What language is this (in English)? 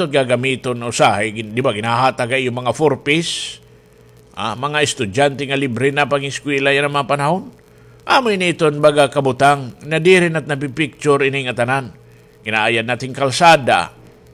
Waray